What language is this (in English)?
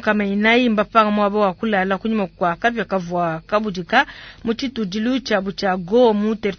Luba-Lulua